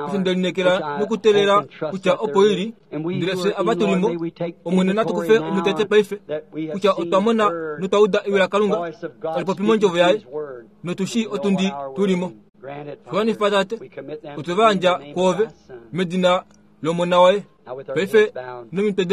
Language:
Kuanyama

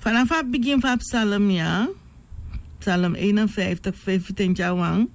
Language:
Sranan Tongo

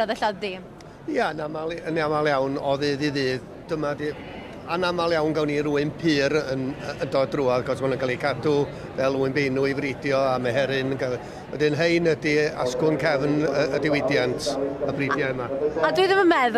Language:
Welsh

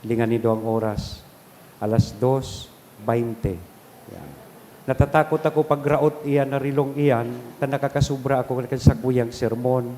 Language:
Bikol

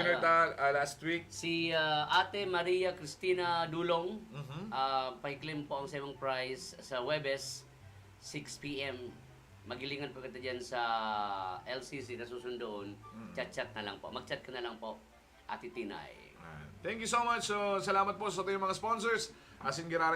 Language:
Bikol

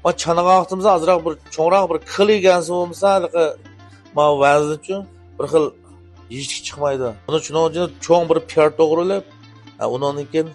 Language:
Uyghur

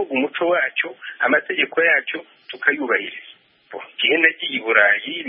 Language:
Kinyarwanda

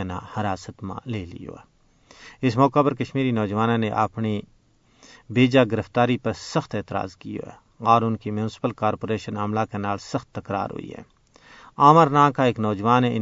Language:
Gujari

